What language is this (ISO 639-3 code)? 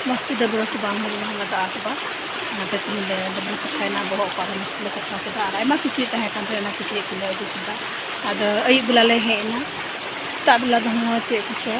sat